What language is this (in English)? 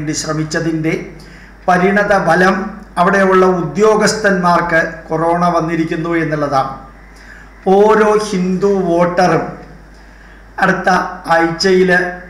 Malayalam